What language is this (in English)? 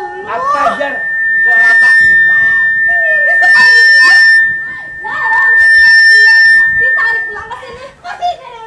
Banjar